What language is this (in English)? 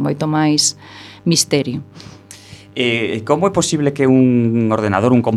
Galician